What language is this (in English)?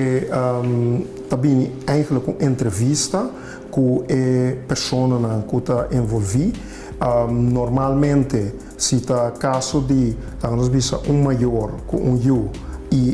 Papiamento